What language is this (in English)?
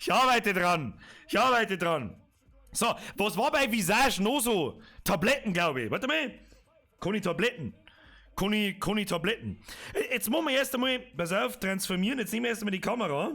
Bavarian